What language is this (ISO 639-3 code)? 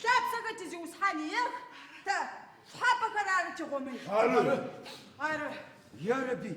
ady